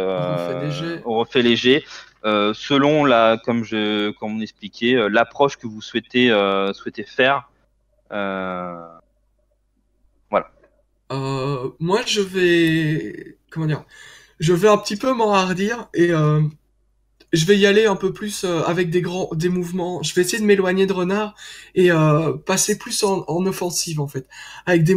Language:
French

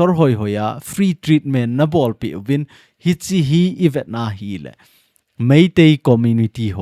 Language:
Thado Chin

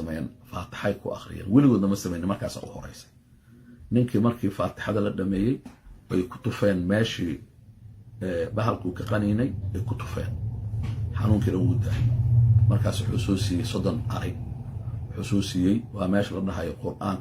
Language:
Somali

